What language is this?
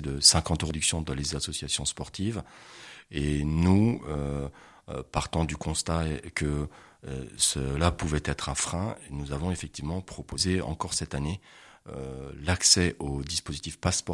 French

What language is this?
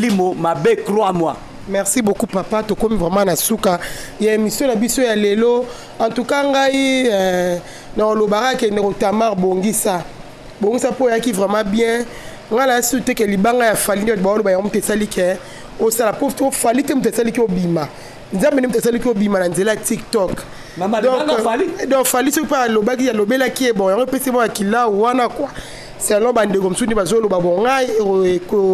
Lingala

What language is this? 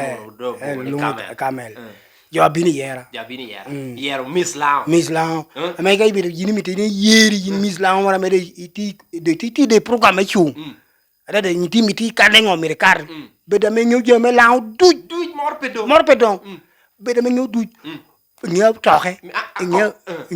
Lango (Uganda)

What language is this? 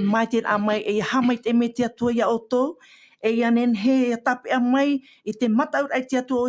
Tahitian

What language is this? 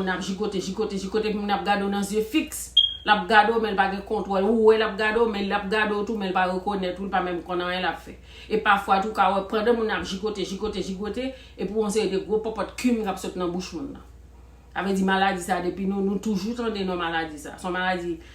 Haitian Creole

